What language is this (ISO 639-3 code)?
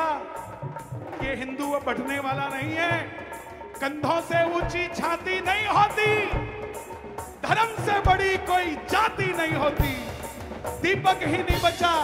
hin